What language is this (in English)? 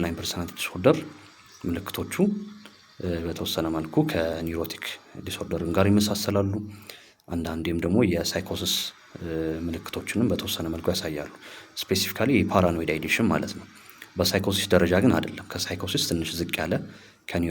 Amharic